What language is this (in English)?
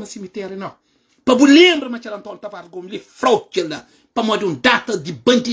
Kabuverdianu